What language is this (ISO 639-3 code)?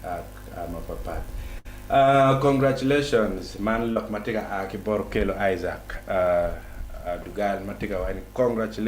ach